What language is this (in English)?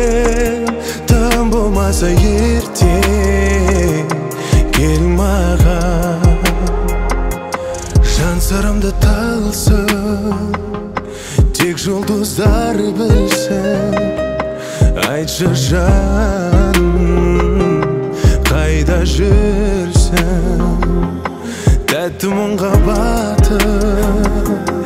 Kazakh